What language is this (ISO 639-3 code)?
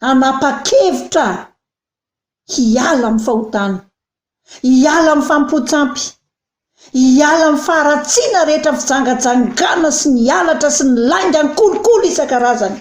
mlg